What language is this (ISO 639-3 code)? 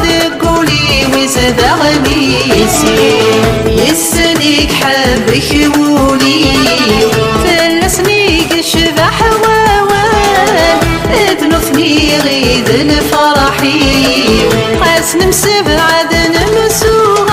kab